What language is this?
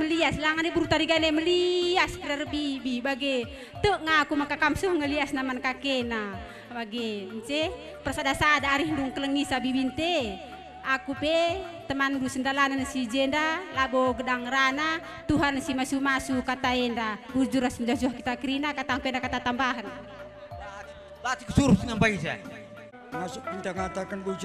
Batak Karo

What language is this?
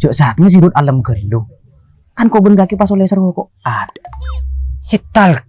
Madurese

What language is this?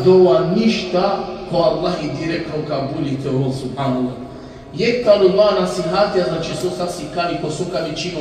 Balkan Romani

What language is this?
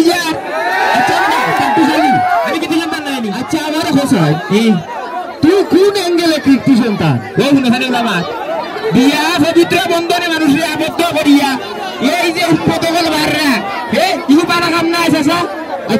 Sylheti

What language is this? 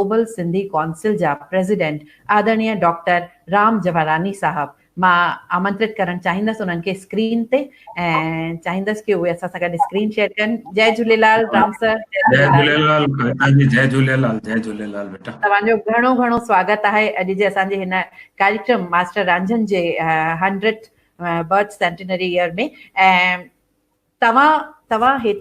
Sindhi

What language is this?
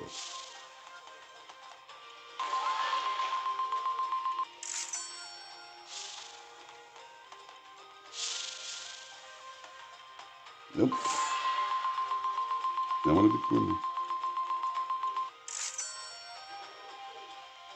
Bulgarian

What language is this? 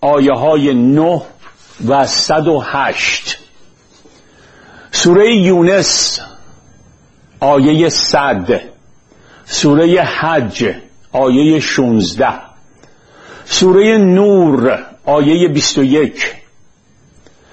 Persian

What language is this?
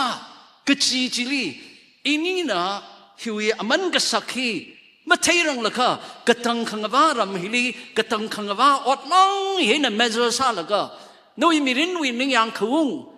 Tangkhul Naga (India)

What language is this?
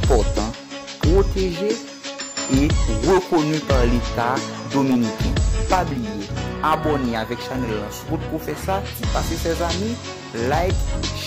Haitian Creole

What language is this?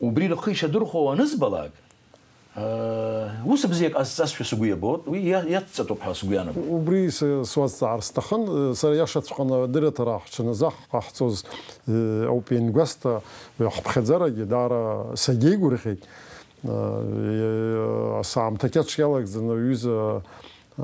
Abkhazian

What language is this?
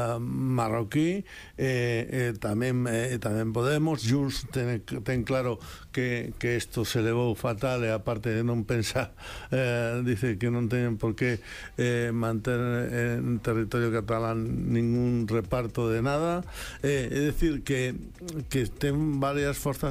Galician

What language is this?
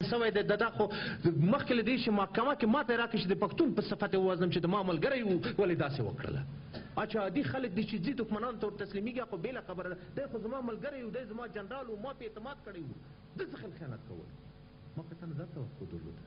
Pashto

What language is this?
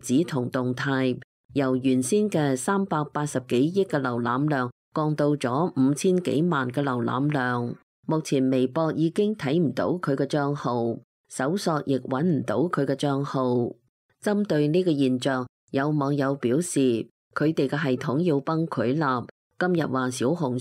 Cantonese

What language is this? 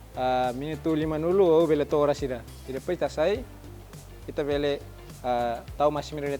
Tetum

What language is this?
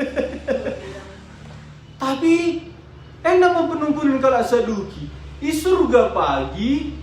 Batak Karo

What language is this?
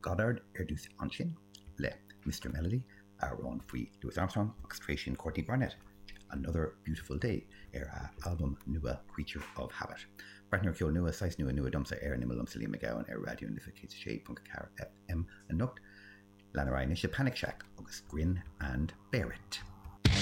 Irish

